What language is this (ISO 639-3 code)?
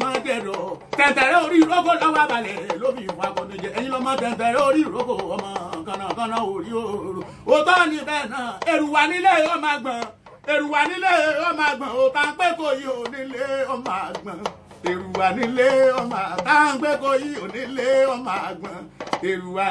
yor